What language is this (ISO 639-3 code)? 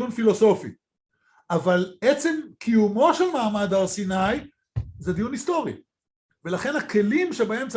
heb